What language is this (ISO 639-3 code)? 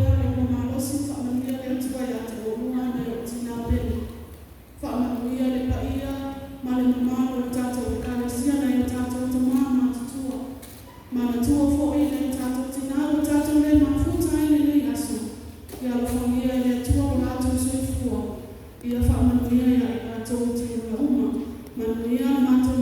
smo